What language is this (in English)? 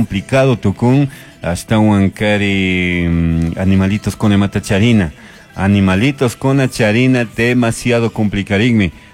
Chimborazo Highland Quichua